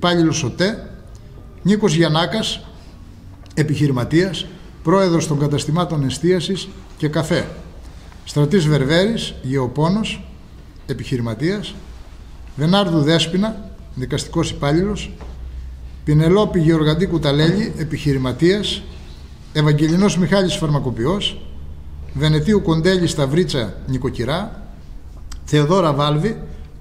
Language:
Greek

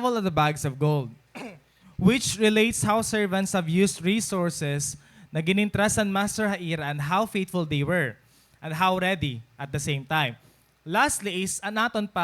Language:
Waray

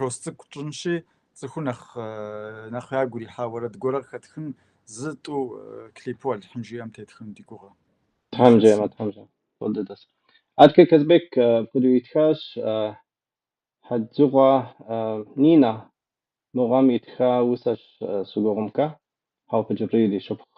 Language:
Kabardian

